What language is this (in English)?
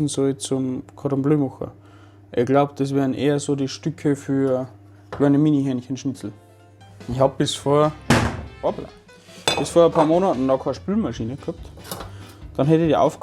Bavarian